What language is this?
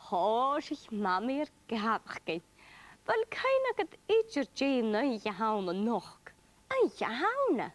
Scottish Gaelic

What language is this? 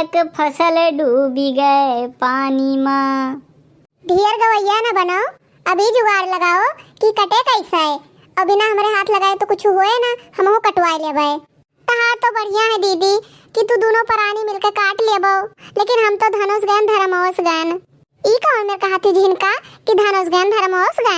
Awadhi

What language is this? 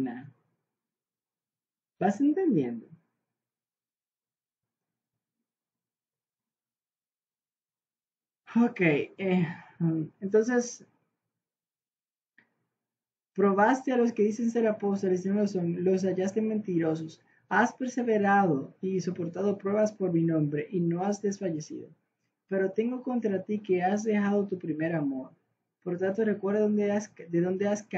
Spanish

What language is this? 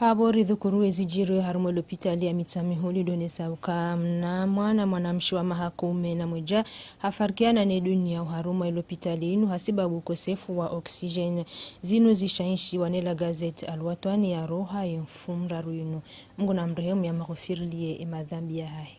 Ngazidja Comorian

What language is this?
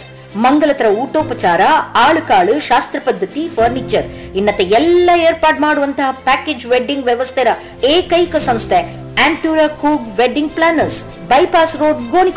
Kannada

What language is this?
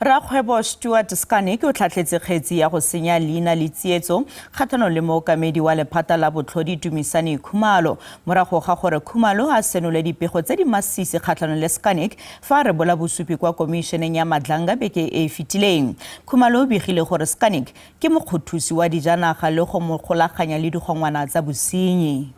Tswana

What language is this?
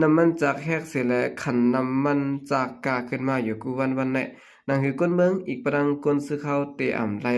Shan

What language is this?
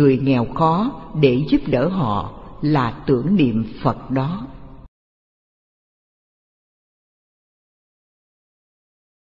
Vietnamese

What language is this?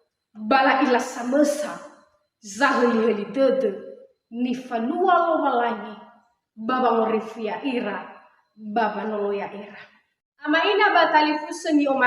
Nias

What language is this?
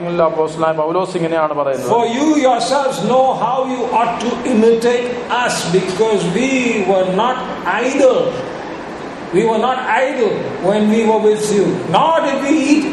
Malayalam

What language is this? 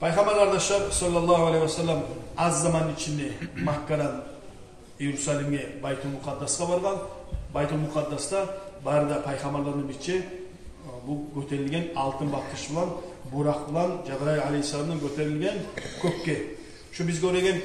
Kumyk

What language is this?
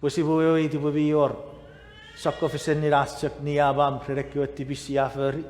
Chuukese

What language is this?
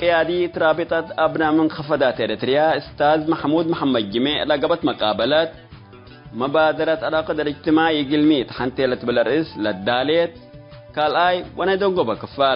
Tigre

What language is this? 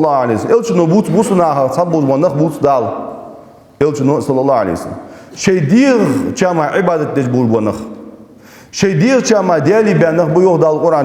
Ingush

